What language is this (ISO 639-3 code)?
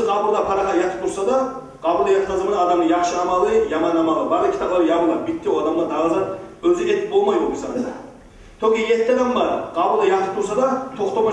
kum